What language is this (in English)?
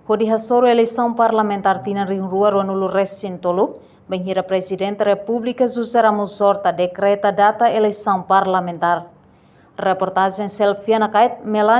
Tetum